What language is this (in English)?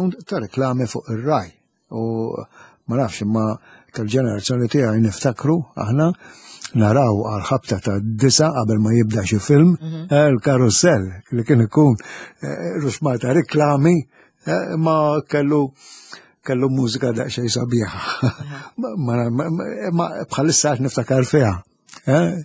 Maltese